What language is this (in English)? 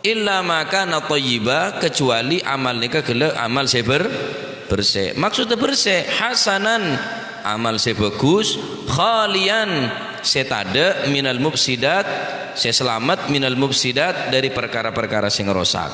Madurese